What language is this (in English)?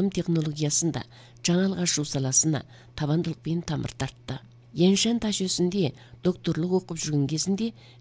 Kazakh